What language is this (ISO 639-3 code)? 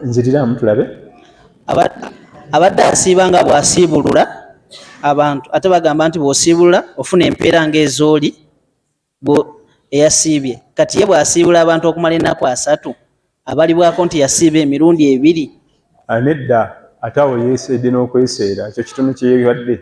lug